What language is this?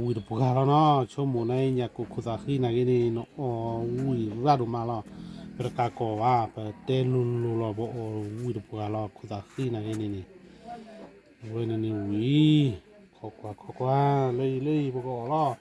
S'gaw Karen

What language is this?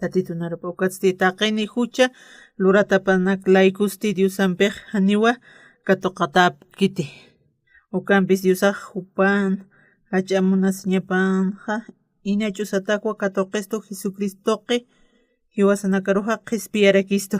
Aymara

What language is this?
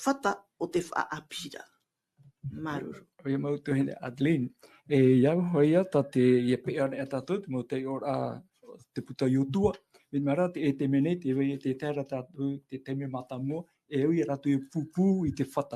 Tahitian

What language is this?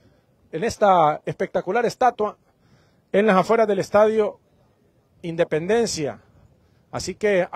Spanish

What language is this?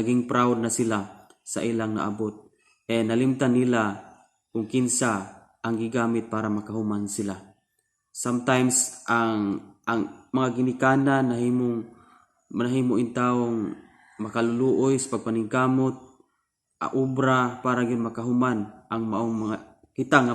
Cebuano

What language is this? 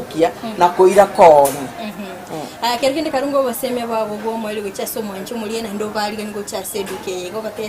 Gusii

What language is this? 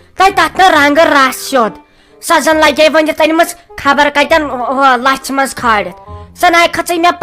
Kashmiri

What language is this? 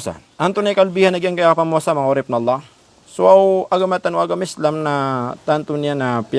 Maranao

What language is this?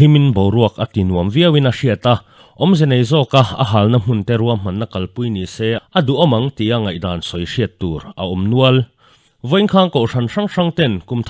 Mizo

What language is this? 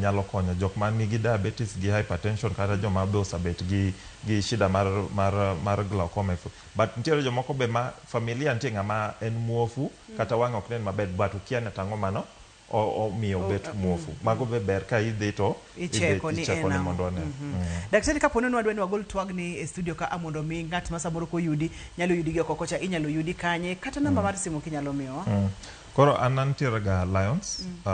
Luo (Kenya and Tanzania)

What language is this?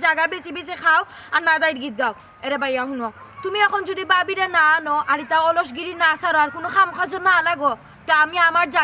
Sylheti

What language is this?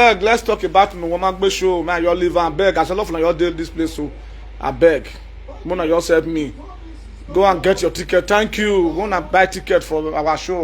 Nigerian Pidgin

